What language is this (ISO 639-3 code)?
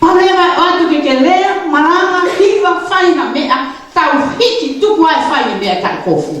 ton